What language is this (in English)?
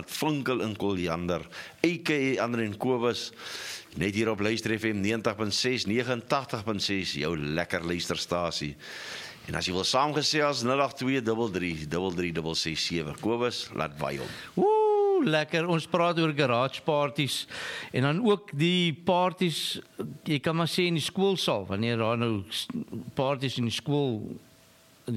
Afrikaans